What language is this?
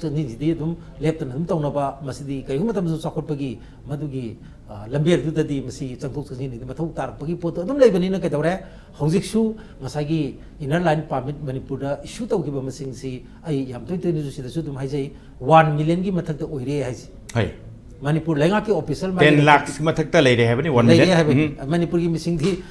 Manipuri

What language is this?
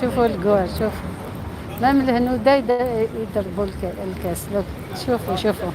Algerian Arabic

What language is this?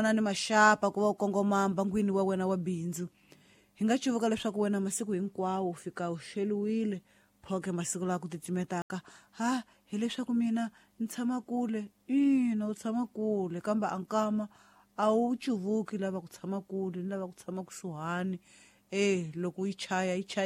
Tsonga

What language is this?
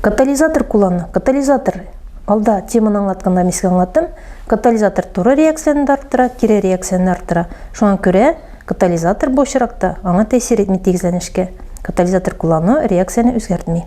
Tatar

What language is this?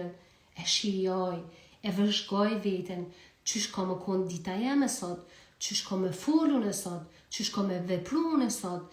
Albanian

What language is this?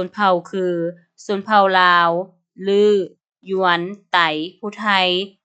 Lao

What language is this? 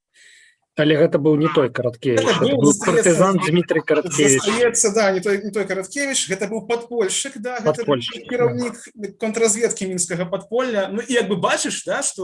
Belarusian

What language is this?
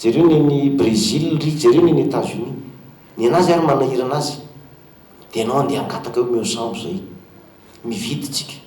Malagasy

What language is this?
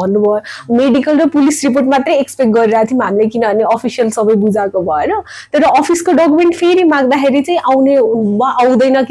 Nepali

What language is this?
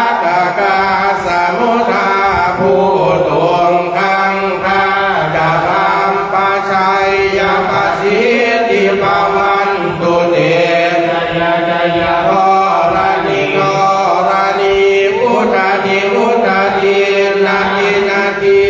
Pali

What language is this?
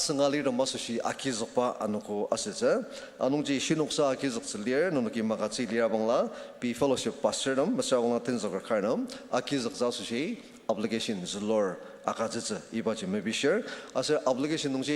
Ao Naga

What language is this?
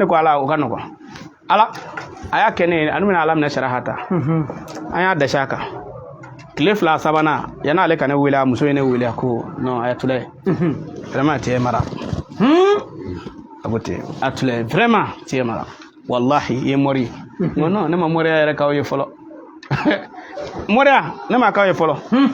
Bambara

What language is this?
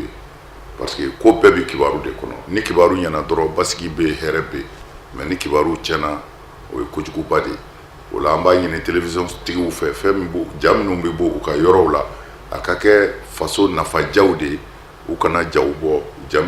Bambara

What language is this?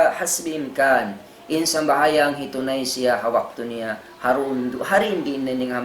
Tausug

